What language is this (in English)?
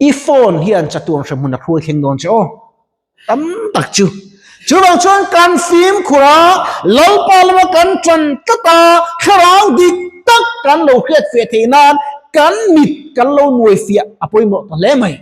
Mizo